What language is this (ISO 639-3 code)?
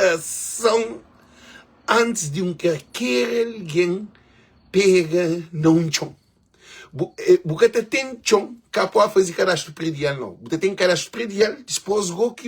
kea